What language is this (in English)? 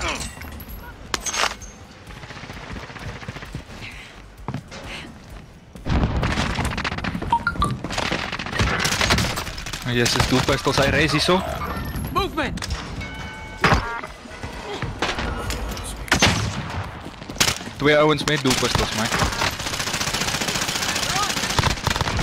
Afrikaans